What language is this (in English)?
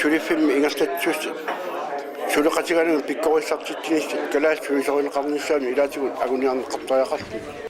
Kalaallisut